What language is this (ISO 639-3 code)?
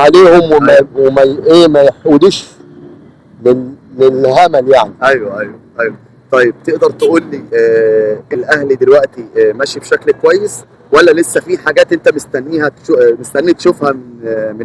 arz